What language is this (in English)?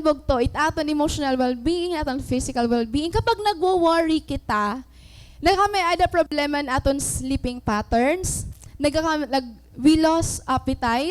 Waray